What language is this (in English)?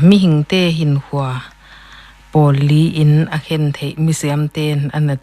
Paite Chin